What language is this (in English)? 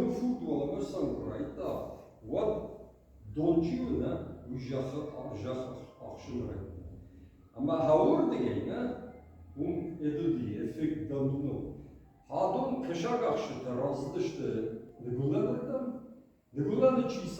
Ossetic